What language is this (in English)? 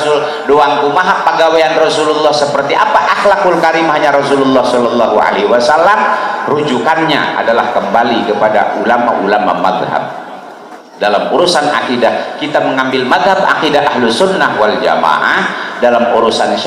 Sundanese